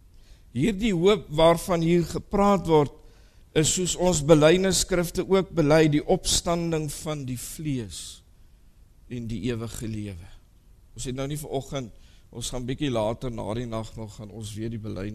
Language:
Afrikaans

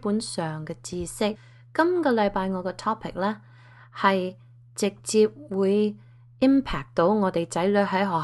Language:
Cantonese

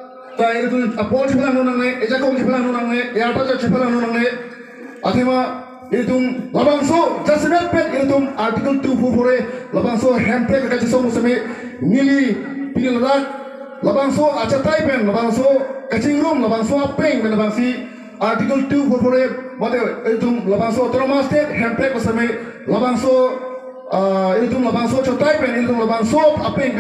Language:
Karbi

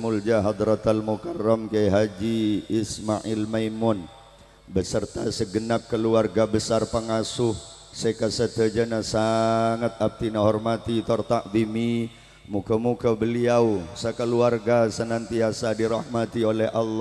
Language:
Madurese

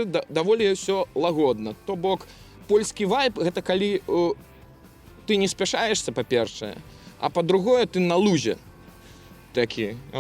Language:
Belarusian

